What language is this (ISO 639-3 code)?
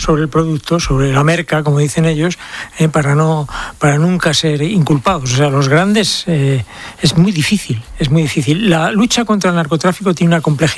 spa